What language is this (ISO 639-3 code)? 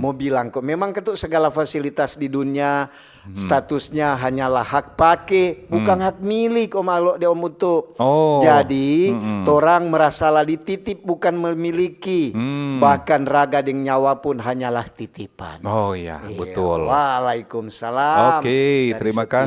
xmm